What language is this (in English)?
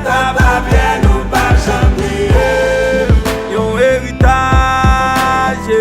Haitian Creole